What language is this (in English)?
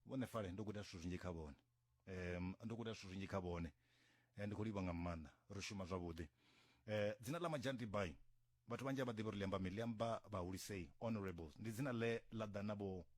Venda